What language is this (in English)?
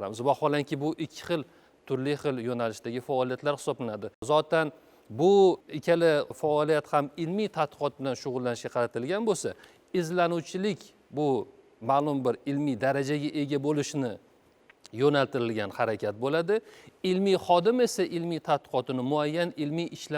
Uzbek